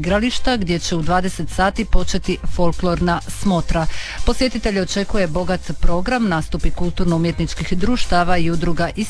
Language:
Croatian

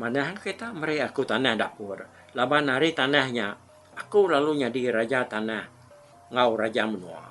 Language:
Iban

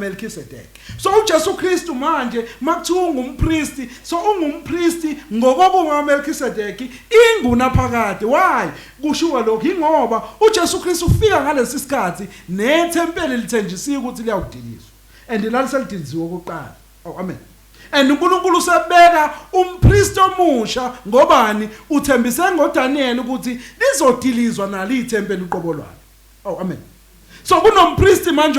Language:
Zulu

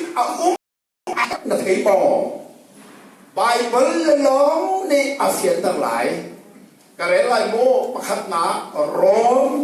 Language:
Hakha Chin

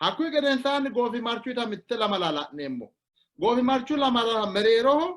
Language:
Sidamo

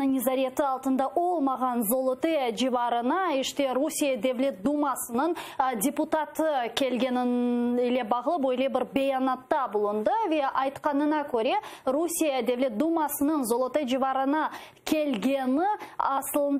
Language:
Crimean Tatar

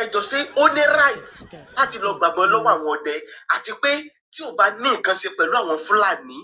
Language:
Yoruba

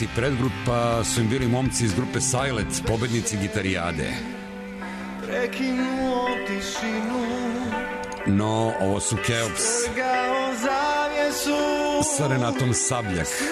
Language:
Serbian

